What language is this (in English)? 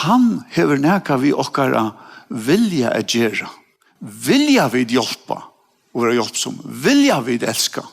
Faroese